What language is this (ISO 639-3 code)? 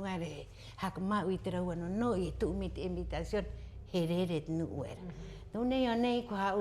rap